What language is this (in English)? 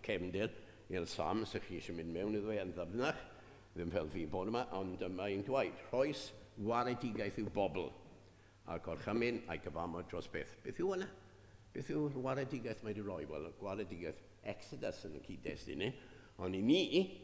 Welsh